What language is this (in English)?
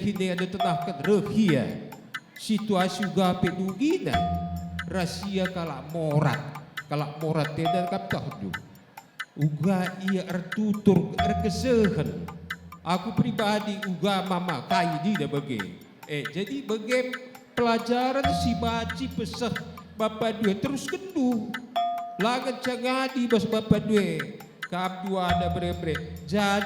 Batak Karo